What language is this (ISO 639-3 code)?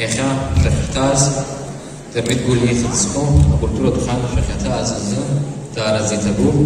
abk